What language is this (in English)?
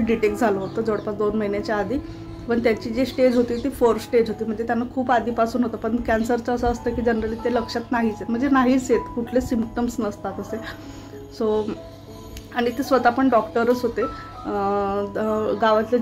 Marathi